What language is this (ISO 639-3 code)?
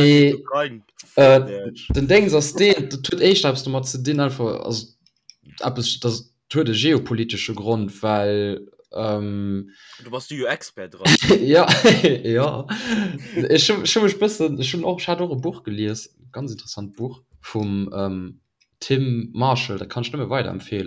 ltz